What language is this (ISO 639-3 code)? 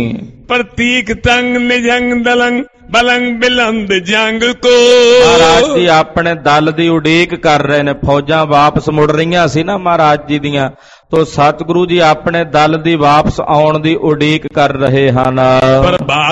pan